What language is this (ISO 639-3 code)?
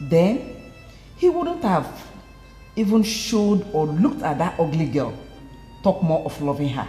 pcm